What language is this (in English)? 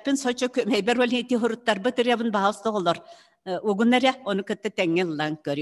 Yakut